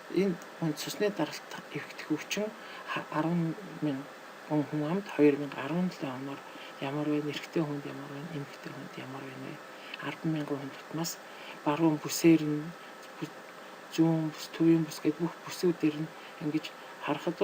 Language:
Mongolian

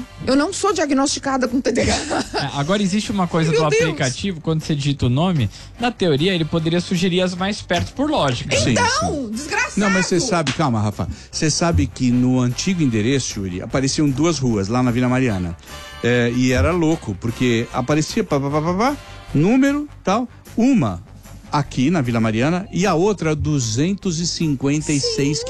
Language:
Portuguese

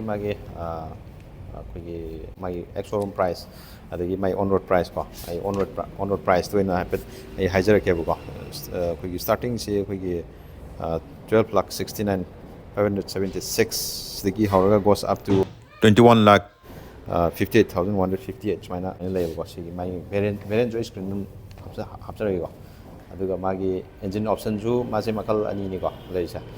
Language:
Manipuri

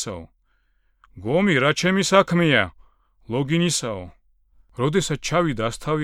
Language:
Georgian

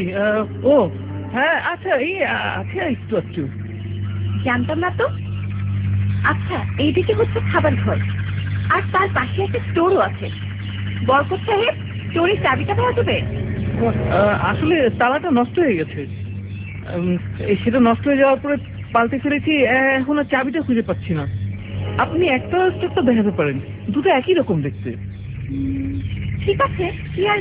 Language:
Bangla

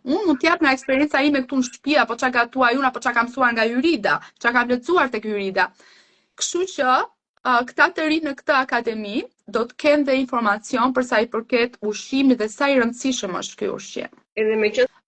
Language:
Albanian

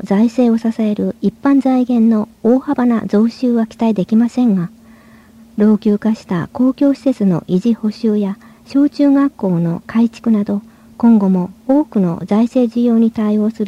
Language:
Japanese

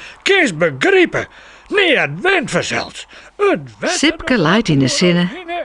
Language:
Western Frisian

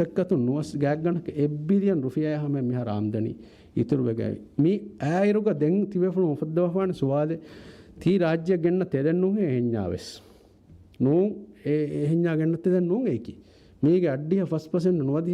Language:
Divehi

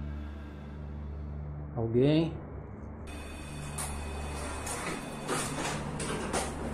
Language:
Czech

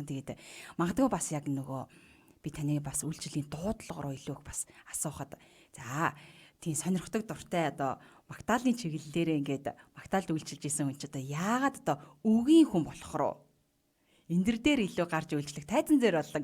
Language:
Mongolian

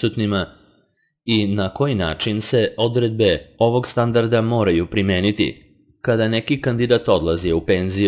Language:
Serbian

